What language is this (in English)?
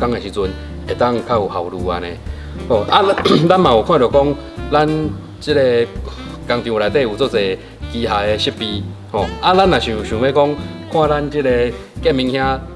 Min Nan Chinese